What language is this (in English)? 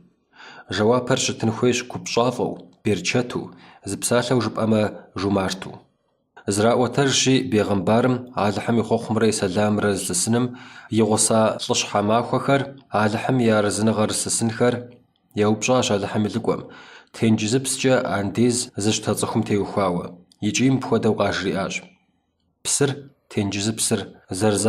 Kabardian